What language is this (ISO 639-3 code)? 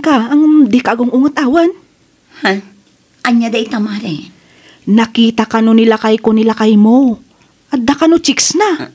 ilo